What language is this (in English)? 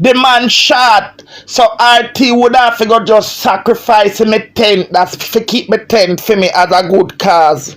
Jamaican Creole English